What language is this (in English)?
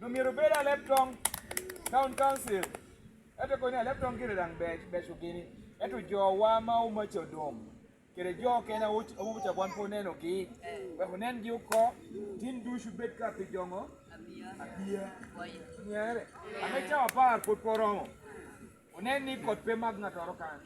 Lango (Uganda)